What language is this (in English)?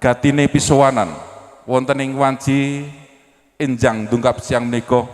Javanese